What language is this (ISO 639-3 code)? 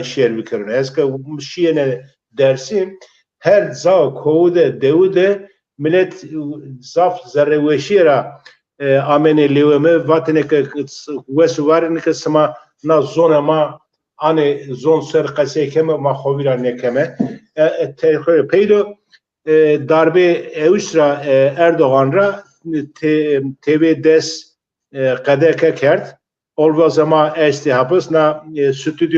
zza